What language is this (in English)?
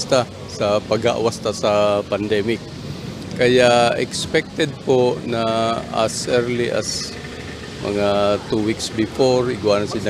Bikol